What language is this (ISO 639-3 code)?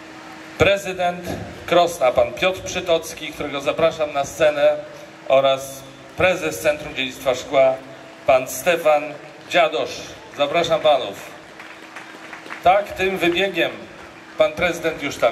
pol